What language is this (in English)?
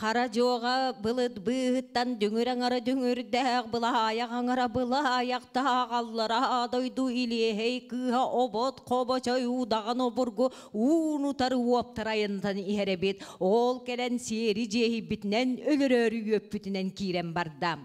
Yakut